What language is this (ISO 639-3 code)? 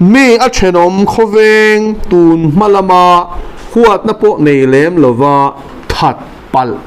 lus